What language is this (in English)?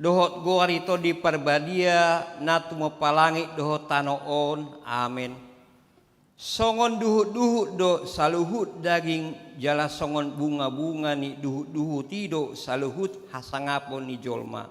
Batak Toba